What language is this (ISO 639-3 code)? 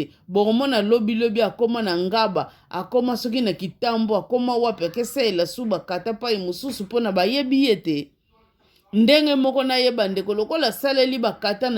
lin